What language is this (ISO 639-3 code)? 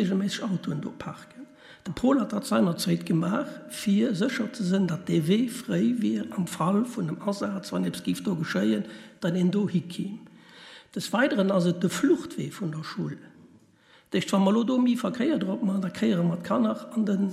ltz